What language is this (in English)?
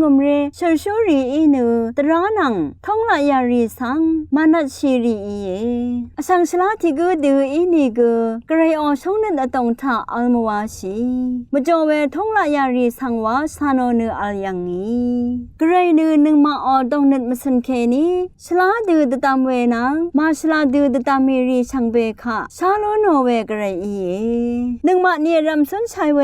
Rawang